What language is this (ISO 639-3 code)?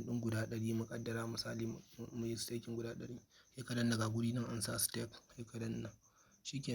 hau